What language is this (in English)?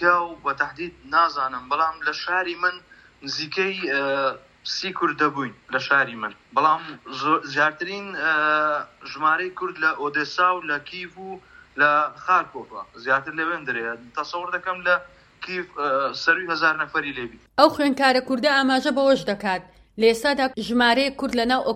Central Kurdish